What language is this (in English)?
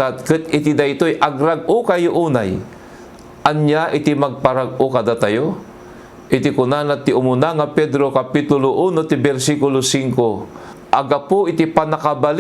Iloko